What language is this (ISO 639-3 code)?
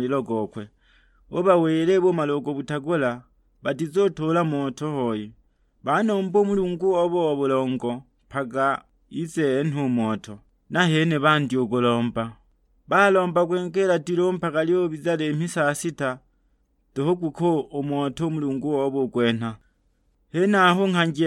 suk